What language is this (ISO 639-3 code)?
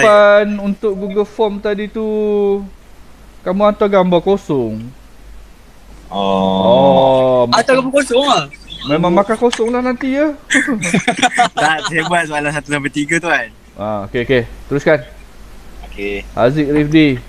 msa